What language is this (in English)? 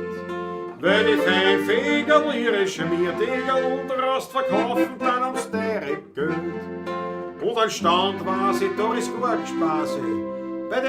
Bavarian